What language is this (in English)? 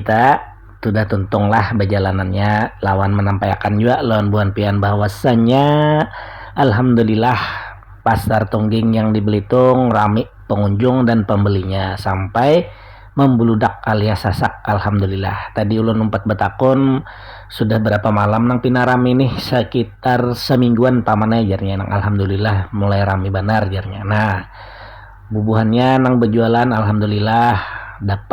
Banjar